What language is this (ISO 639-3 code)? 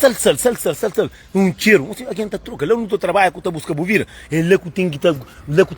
kea